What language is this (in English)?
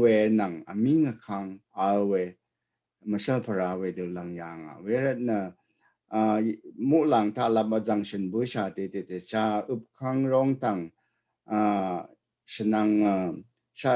Rawang